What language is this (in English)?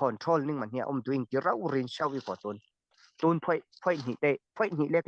Falam Chin